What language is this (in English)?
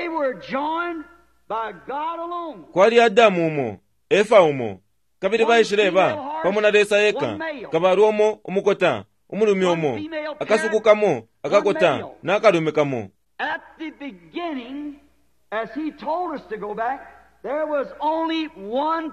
Bemba